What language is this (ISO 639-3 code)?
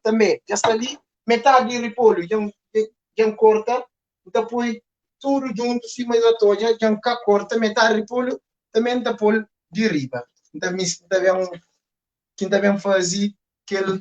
kea